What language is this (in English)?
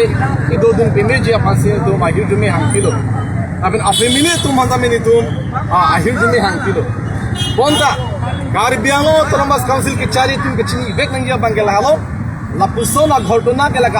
Karbi